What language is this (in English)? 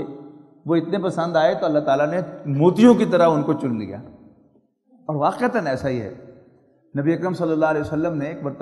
Urdu